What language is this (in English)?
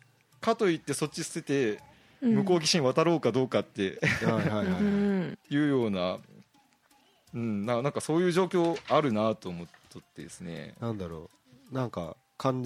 Japanese